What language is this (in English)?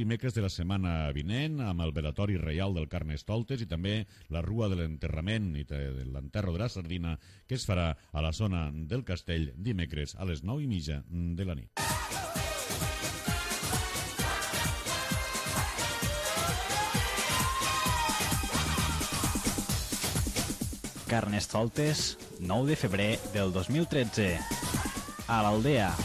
Catalan